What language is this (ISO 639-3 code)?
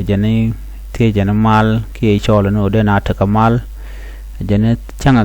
nus